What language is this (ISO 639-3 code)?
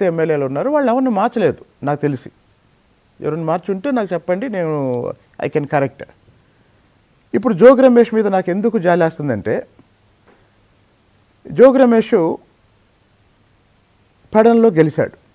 tel